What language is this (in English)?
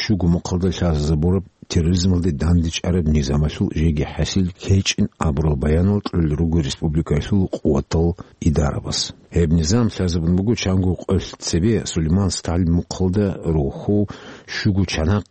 Avaric